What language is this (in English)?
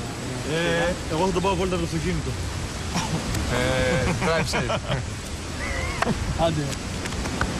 Greek